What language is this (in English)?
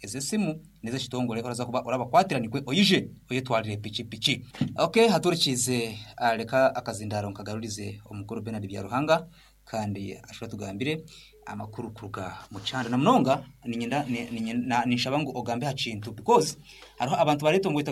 Nyoro